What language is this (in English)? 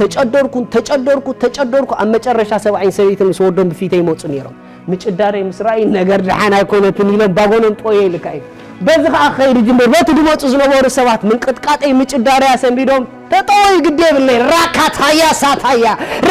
Tigrinya